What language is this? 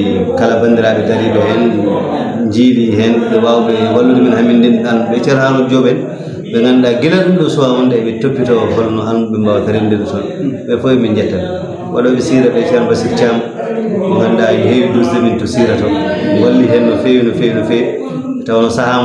Fula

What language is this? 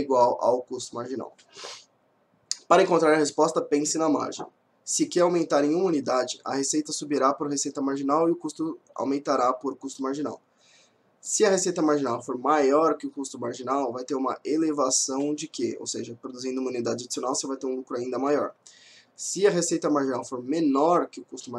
Portuguese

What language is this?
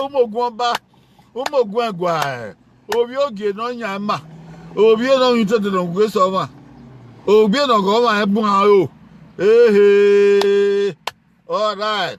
Bini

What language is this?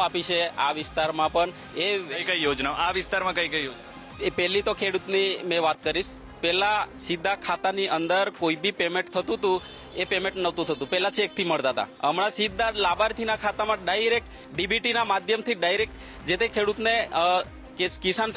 Gujarati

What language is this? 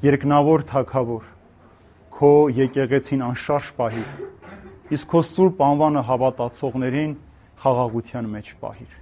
Armenian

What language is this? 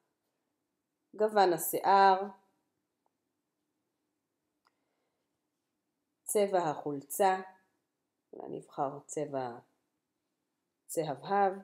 Hebrew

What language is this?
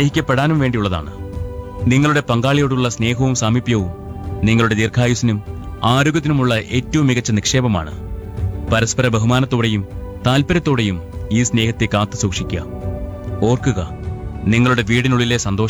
Malayalam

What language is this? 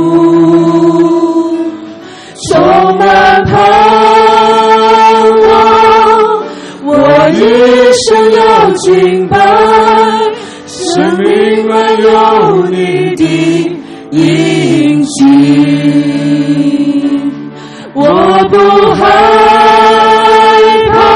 Chinese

